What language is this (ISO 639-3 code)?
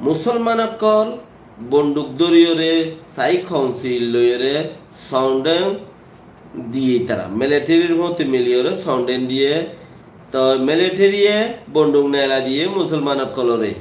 rhg